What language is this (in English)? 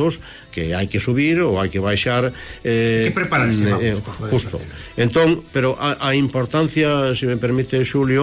Galician